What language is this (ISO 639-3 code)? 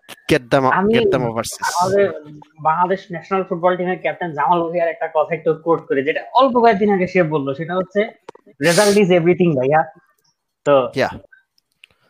ben